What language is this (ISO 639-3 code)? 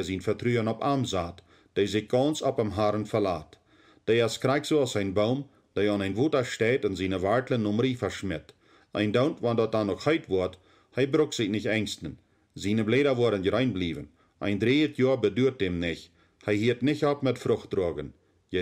pdt